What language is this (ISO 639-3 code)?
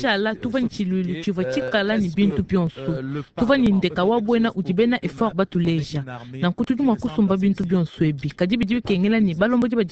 lua